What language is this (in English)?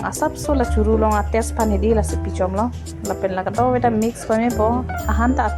Karbi